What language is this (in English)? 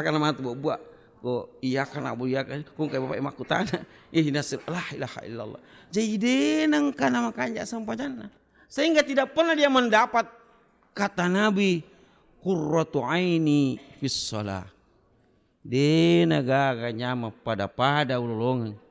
Buginese